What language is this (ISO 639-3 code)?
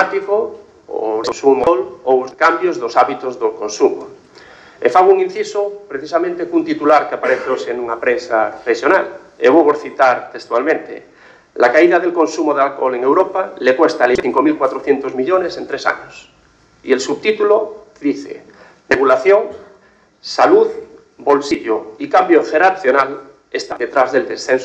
glg